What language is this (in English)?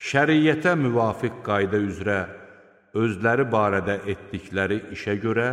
Azerbaijani